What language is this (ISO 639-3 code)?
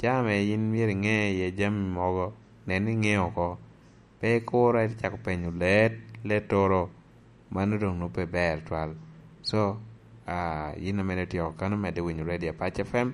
laj